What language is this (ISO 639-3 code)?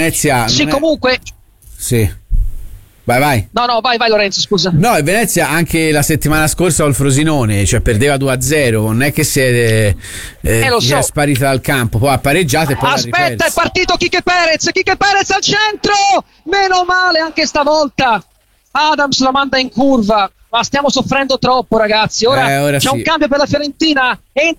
ita